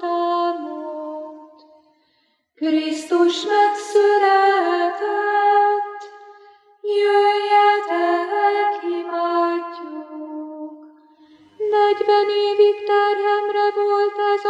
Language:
Hungarian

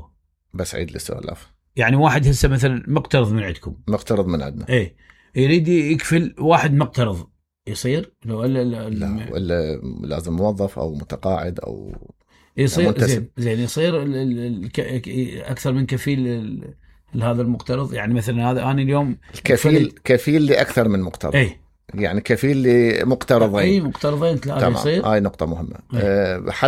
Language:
Mesopotamian Arabic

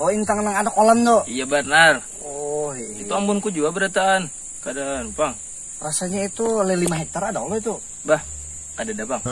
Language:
Banjar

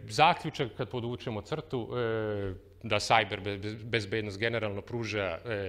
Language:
Serbian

